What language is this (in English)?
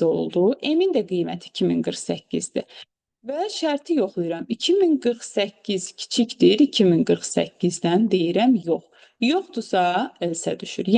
Azerbaijani